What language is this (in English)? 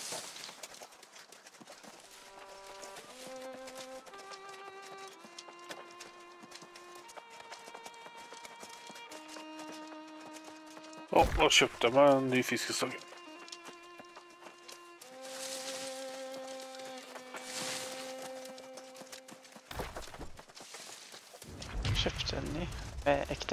Norwegian